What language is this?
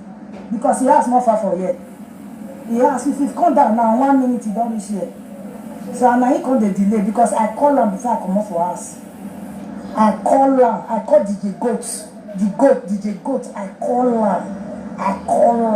Nigerian Pidgin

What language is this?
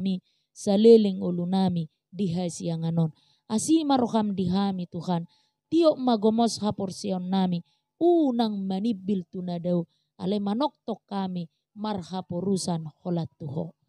Batak Toba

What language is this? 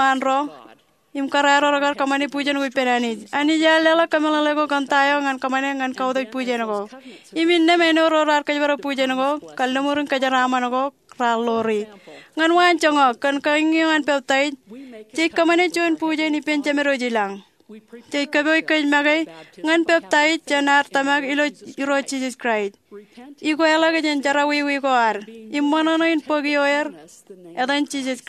Marshallese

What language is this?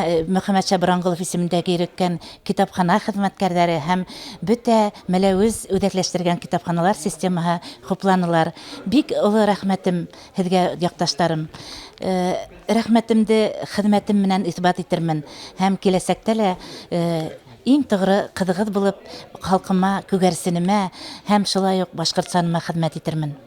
Bashkir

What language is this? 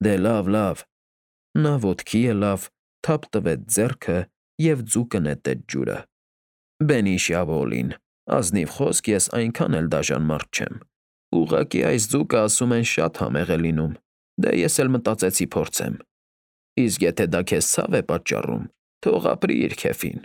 Armenian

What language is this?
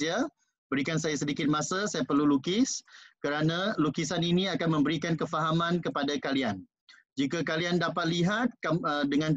Malay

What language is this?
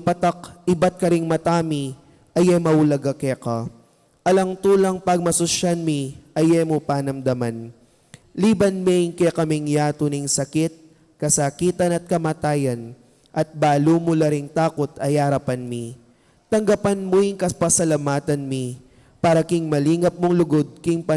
Pampanga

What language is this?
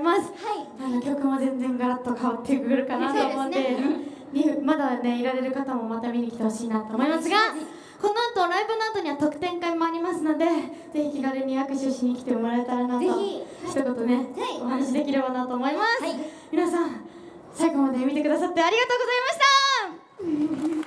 Japanese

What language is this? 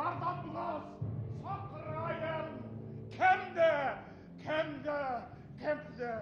Bashkir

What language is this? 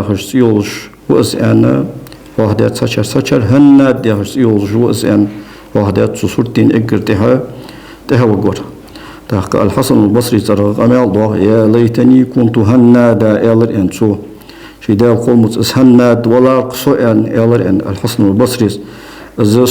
Ingush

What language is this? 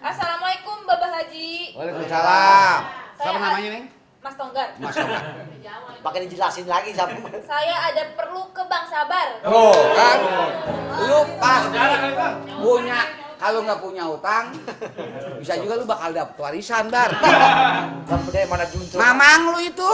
Betawi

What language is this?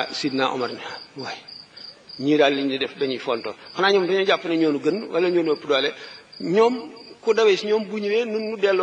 Wolof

